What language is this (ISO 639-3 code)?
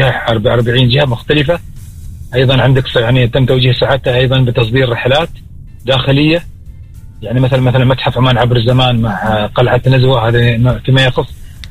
ara